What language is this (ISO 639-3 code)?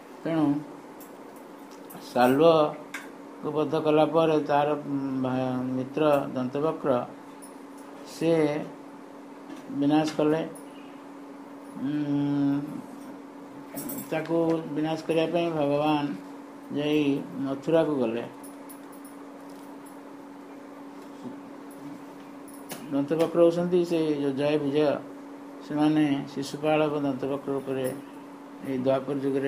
ori